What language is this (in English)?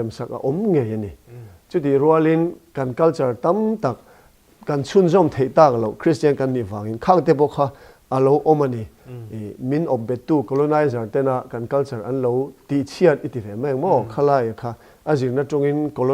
Mizo